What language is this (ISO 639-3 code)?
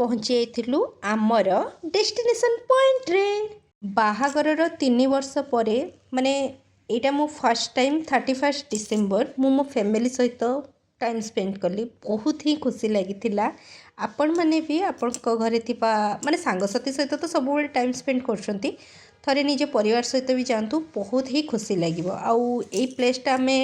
ori